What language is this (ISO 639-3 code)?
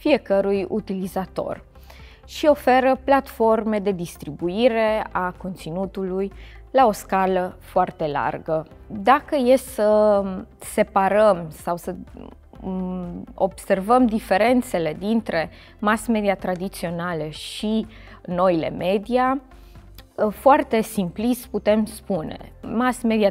ron